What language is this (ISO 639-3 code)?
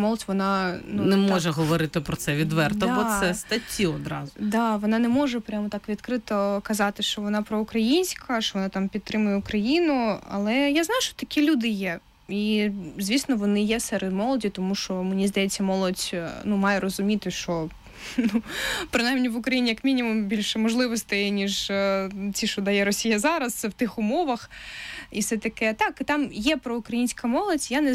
ukr